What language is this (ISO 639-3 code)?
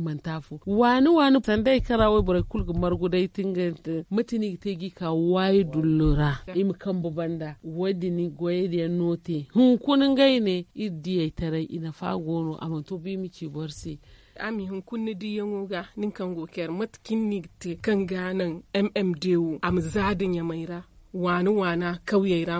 dje